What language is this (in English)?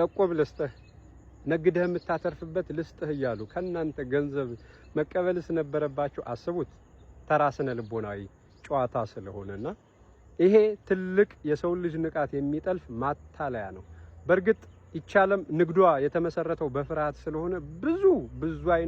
Amharic